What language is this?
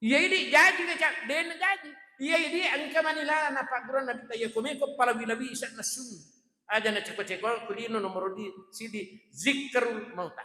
Buginese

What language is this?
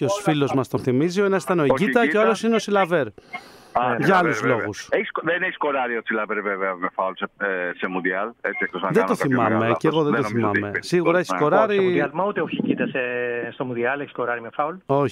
Greek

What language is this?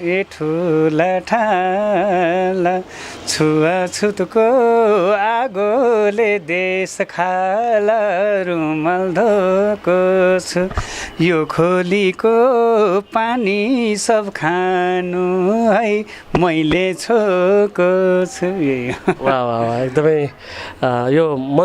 Nepali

